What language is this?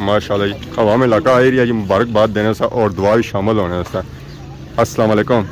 Pahari-Potwari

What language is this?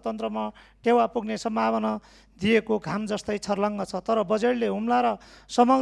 Nepali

